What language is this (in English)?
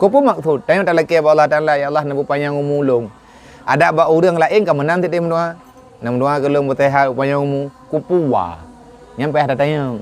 Achinese